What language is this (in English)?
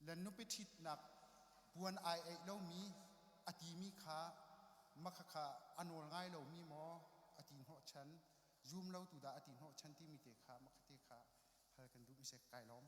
Hakha Chin